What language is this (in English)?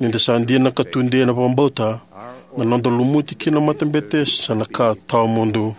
Fijian